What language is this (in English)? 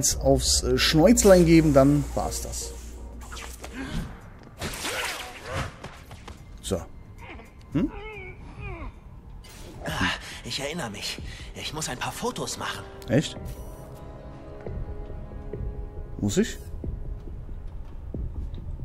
German